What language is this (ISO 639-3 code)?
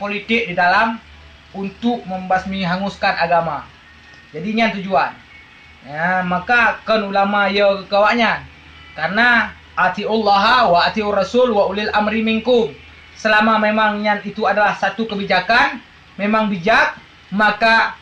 ace